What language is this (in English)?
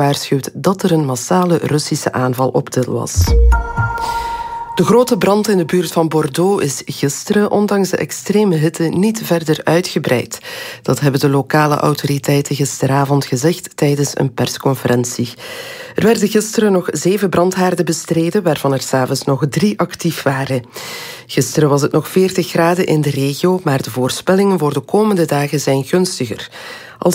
Dutch